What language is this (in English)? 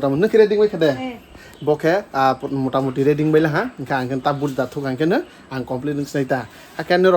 Kok Borok